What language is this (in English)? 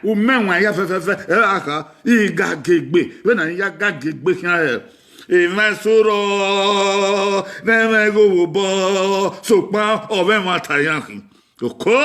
Bini